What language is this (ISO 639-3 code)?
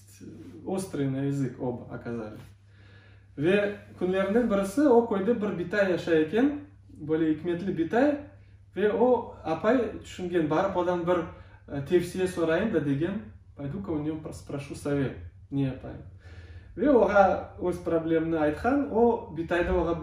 crh